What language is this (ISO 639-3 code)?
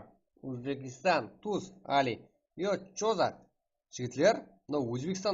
kaa